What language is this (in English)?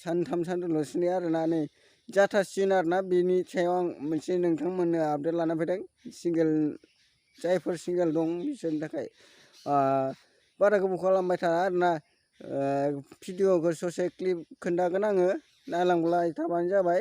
Bodo